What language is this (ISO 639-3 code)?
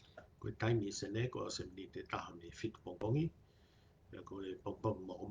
ton